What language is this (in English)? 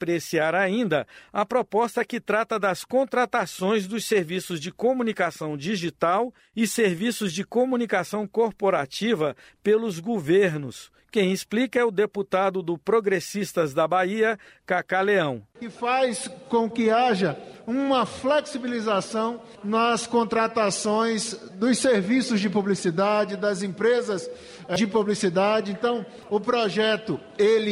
Portuguese